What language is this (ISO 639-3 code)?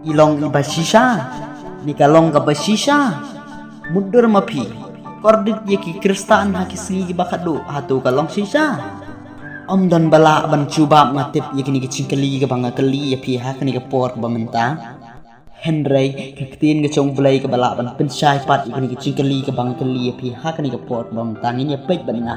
kha